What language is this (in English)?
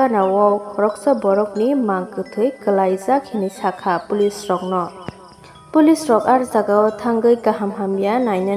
Kok Borok